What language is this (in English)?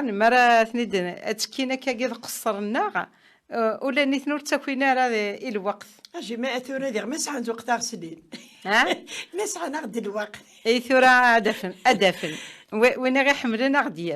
Kabyle